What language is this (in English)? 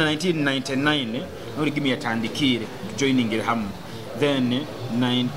Nyoro